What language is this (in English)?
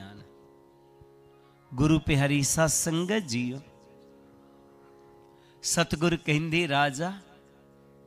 Punjabi